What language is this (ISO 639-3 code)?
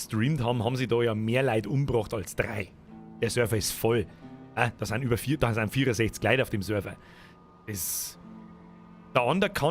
bar